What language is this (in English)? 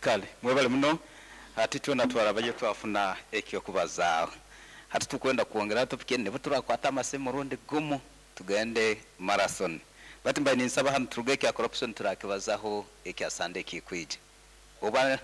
Nyankole